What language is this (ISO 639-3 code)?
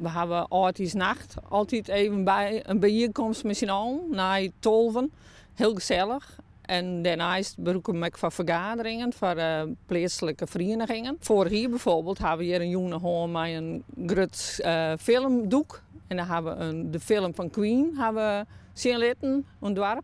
fry